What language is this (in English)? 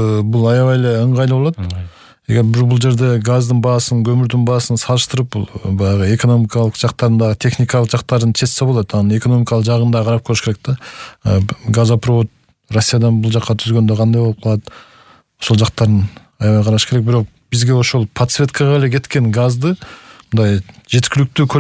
Kyrgyz